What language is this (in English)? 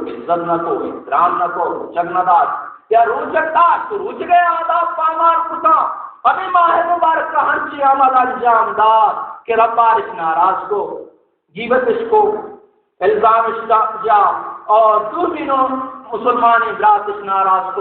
Baluchi